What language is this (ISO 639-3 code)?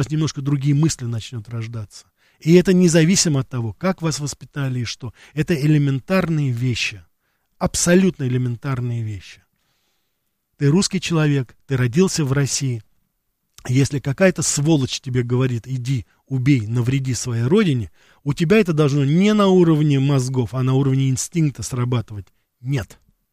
rus